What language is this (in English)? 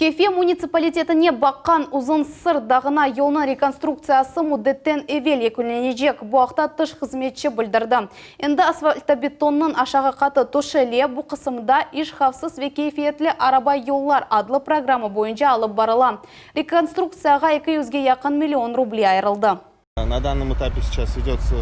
Crimean Tatar